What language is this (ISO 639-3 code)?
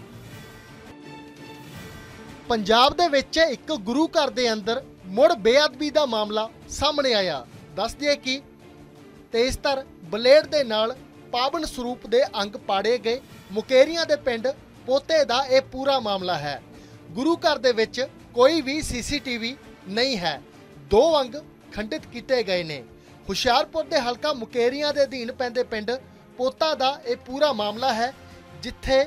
pan